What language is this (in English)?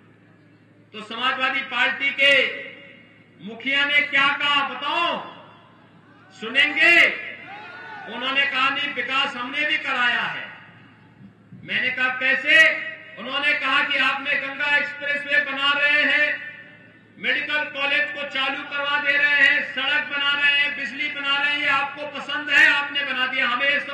Hindi